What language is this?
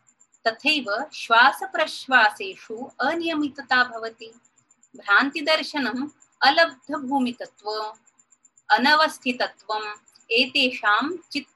Sanskrit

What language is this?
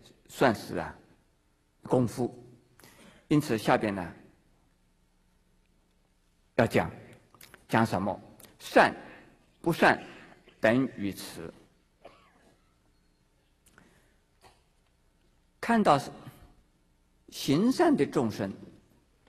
Chinese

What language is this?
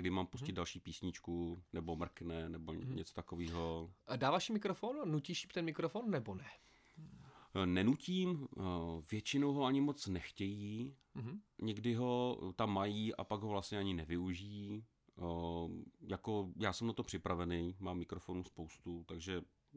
Czech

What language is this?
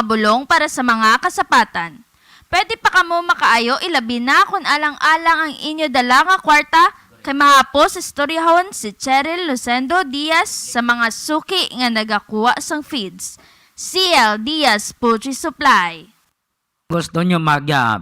Hiligaynon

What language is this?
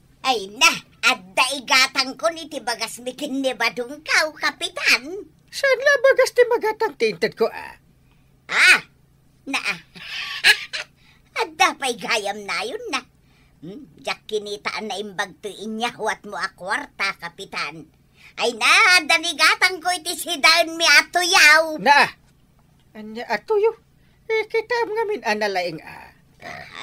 Iloko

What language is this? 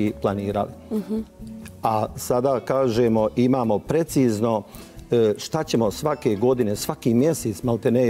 Bosnian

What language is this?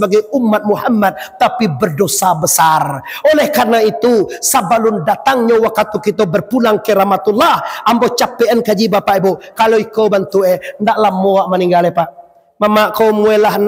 Minangkabau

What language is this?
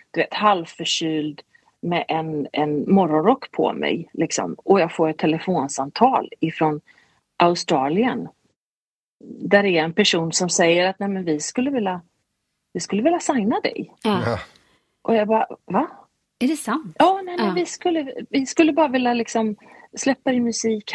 Swedish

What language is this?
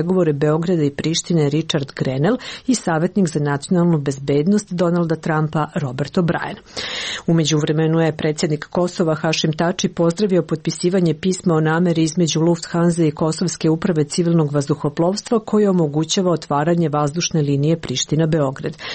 Serbian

